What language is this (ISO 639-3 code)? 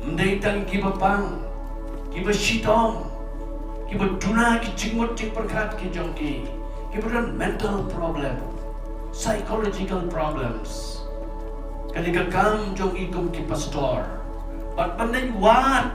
kha